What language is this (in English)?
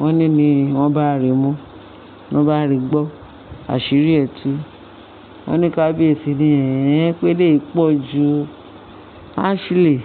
Yoruba